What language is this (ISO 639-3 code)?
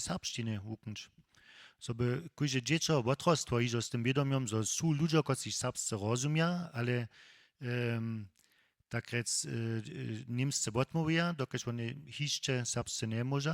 hsb